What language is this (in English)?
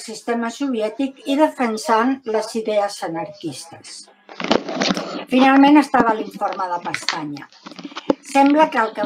Catalan